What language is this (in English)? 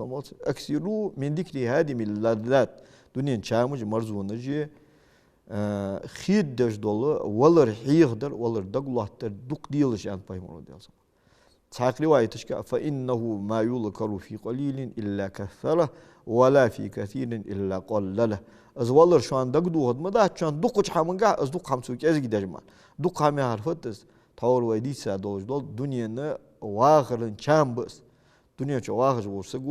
Ingush